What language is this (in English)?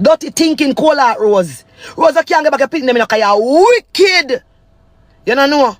Jamaican Creole English